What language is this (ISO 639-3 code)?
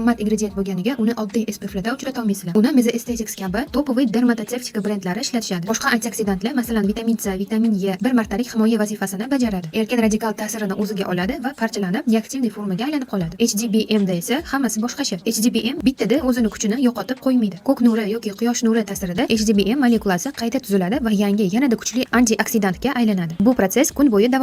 uzb